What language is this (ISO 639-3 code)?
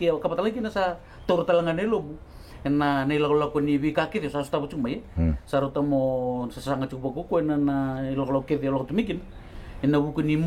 fij